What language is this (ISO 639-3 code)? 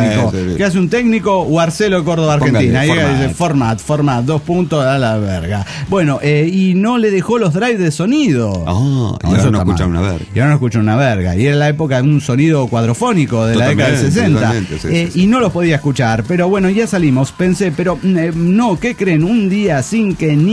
spa